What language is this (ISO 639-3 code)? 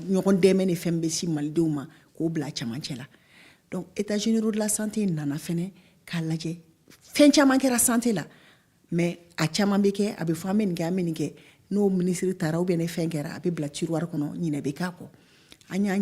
bam